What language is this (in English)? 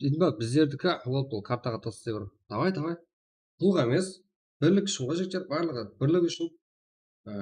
Kara-Kalpak